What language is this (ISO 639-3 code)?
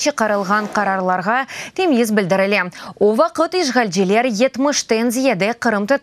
crh